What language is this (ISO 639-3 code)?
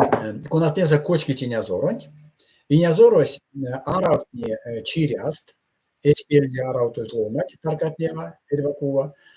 myv